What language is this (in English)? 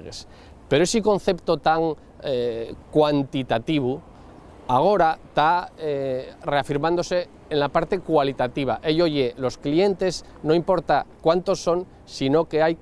Asturian